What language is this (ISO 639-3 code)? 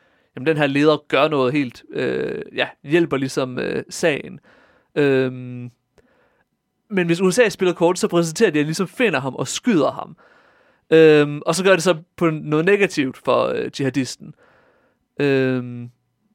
dan